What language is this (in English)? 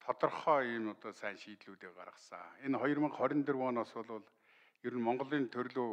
Mongolian